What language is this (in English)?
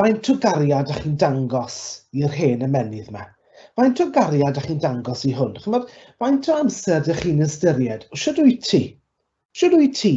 Welsh